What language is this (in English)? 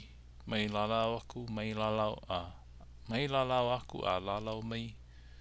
Hawaiian